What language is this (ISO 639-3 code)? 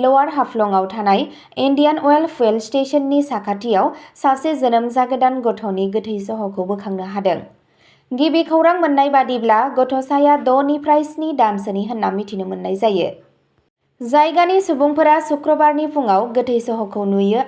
brx